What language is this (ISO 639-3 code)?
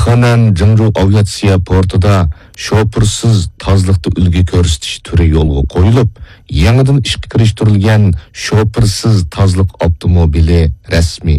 uig